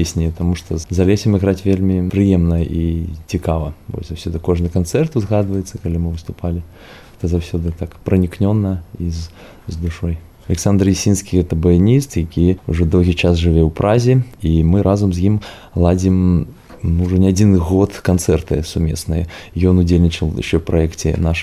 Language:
Belarusian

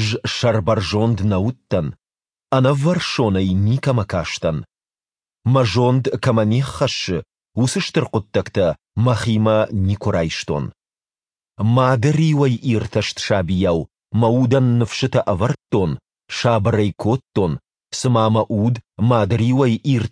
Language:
Ossetic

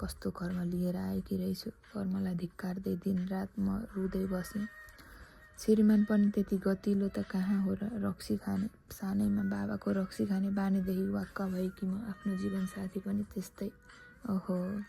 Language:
Nepali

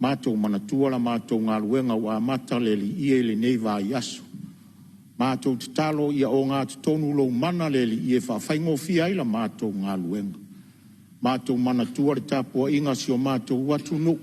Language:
Samoan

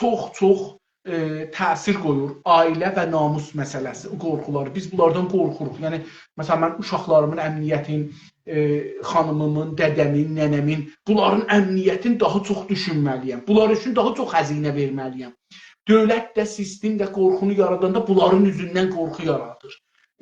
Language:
South Azerbaijani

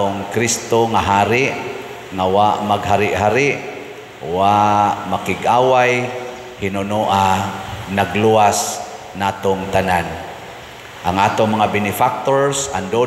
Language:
Cebuano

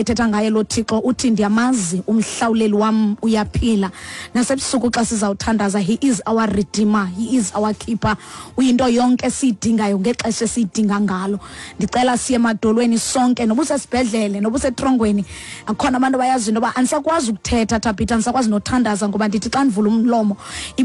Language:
Xhosa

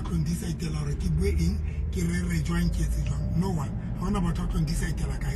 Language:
Tswana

